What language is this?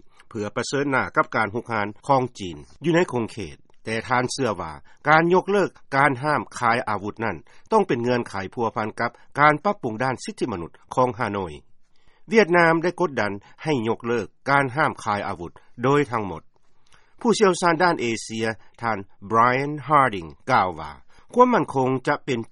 Lao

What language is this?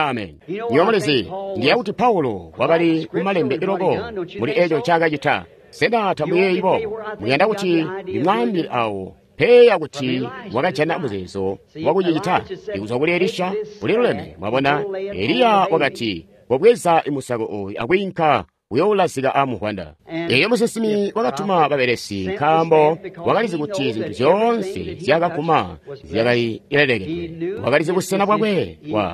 Tonga (Zambia)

